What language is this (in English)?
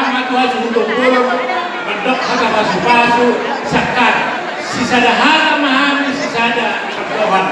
Batak Toba